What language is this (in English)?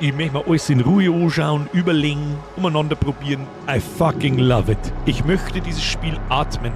Bavarian